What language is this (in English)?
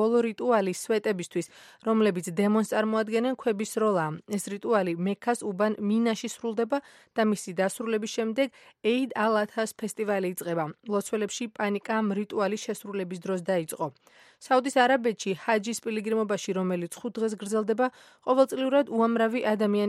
Georgian